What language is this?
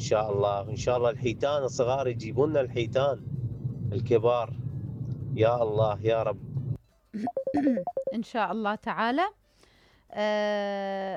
Mesopotamian Arabic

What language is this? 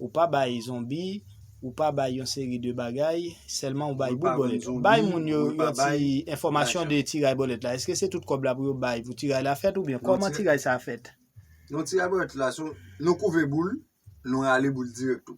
Haitian Creole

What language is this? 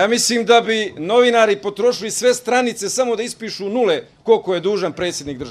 Croatian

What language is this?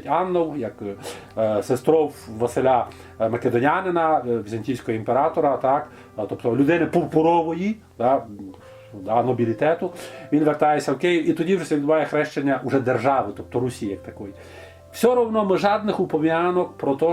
Rusyn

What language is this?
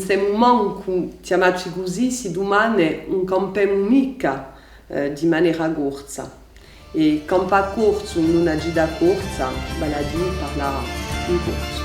Corsican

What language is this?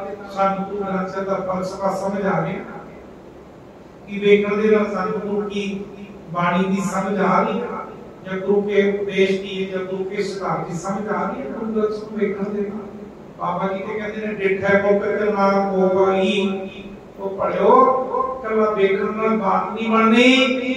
Punjabi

